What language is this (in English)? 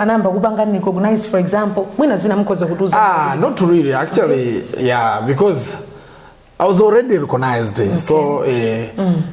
Nyanja